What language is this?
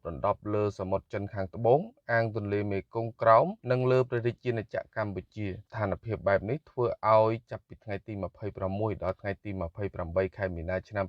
Khmer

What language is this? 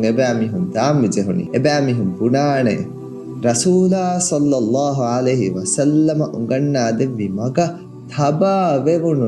Divehi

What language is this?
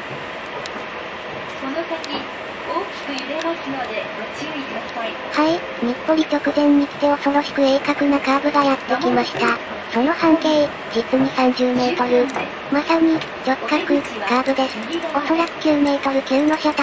Japanese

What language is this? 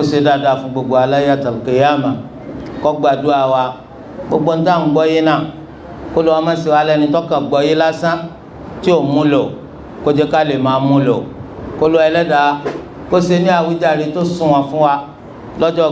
Yoruba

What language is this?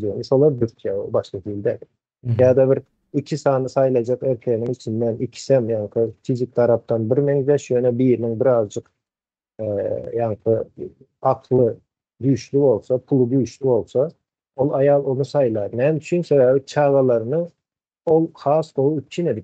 Turkmen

